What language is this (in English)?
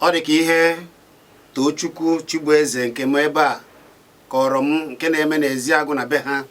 Igbo